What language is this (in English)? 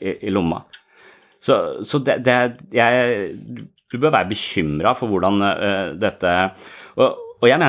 Norwegian